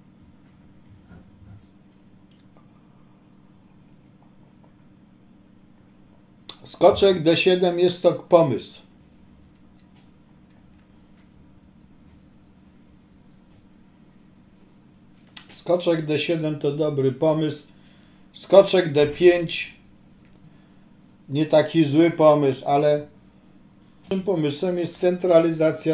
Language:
Polish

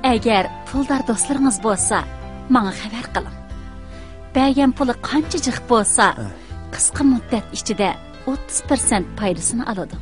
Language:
Uyghur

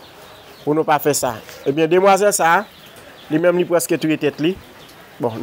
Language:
Haitian Creole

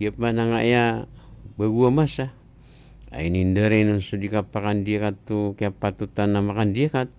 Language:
Maranao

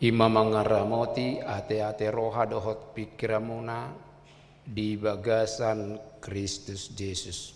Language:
Batak Toba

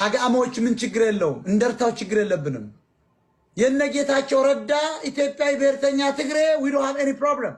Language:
Amharic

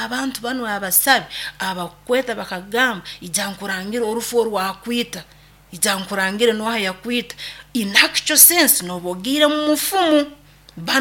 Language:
Nyoro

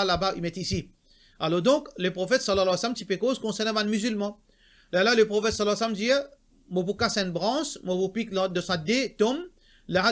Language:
Morisyen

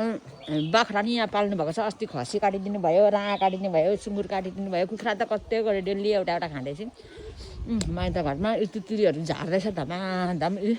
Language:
Nepali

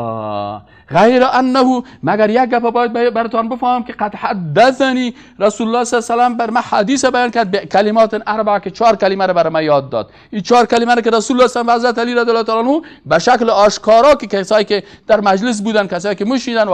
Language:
Persian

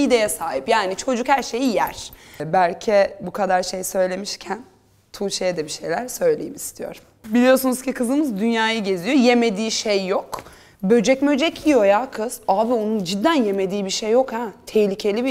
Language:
Turkish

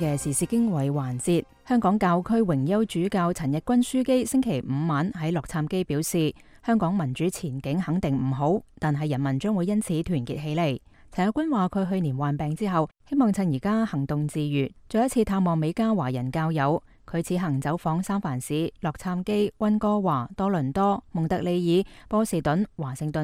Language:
Cantonese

